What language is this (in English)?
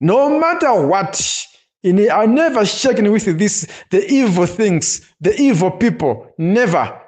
Nyanja